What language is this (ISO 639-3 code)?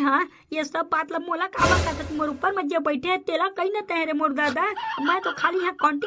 hne